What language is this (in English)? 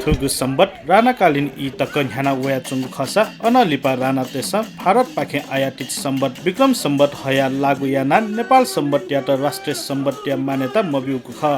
Newari